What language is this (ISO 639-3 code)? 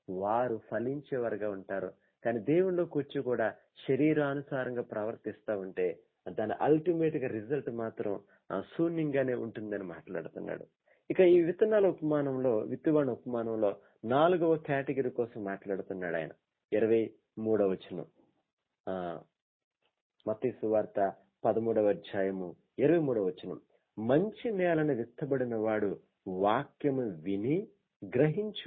tel